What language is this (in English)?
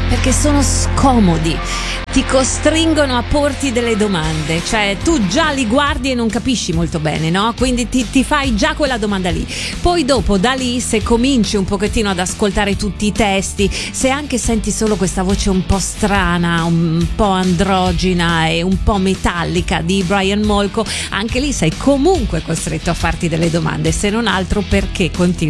Italian